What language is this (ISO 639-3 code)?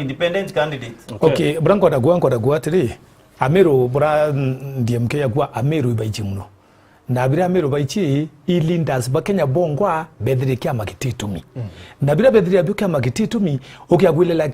mer